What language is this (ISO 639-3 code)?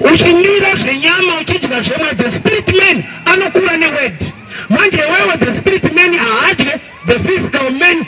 sna